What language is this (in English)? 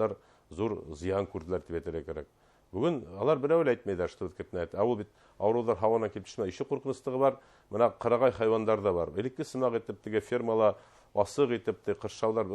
Bashkir